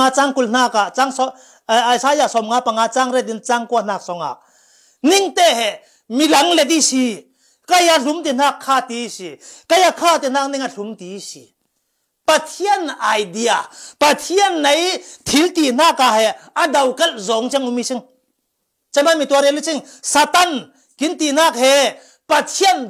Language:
Falam Chin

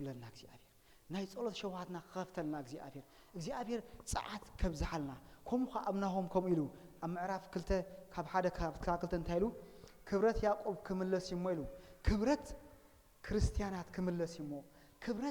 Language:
Tigrinya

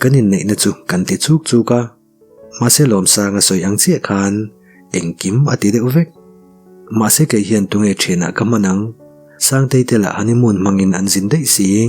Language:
Mizo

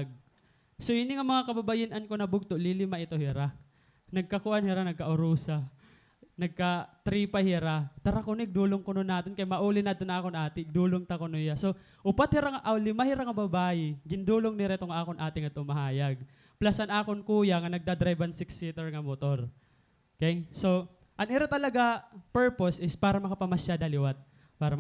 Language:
Waray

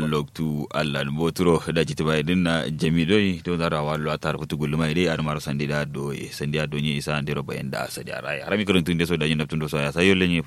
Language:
Kanuri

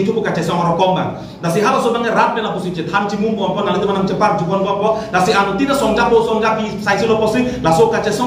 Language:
Karbi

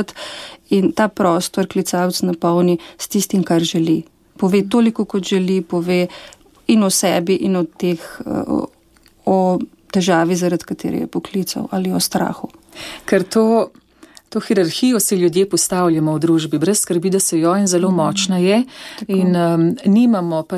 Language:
Slovenian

